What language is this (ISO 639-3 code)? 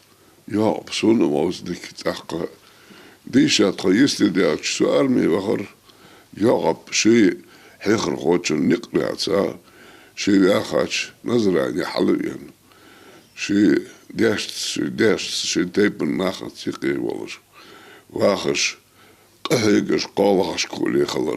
inh